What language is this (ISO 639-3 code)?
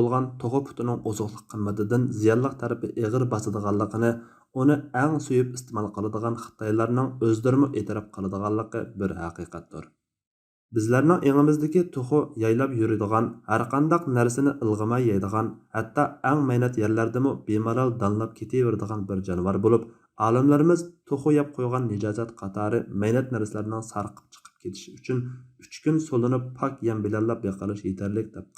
uig